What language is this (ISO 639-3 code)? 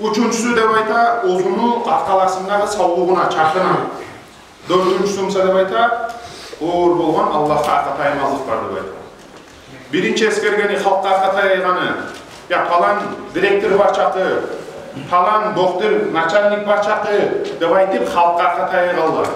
kum